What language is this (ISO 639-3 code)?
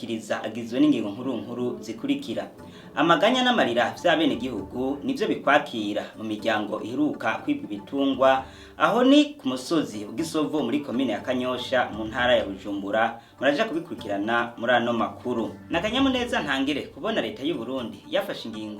run